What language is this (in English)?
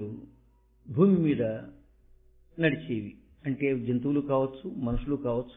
Telugu